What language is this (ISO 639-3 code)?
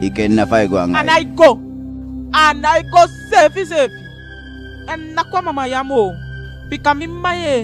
djk